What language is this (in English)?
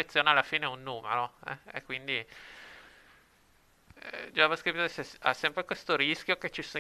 Italian